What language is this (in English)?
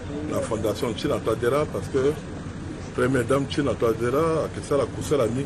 Sango